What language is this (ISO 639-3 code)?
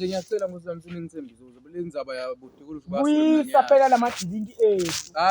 zul